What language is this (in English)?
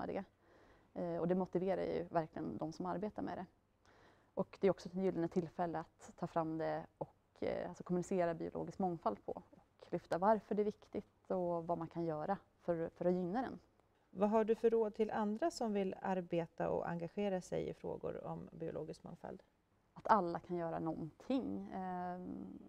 Swedish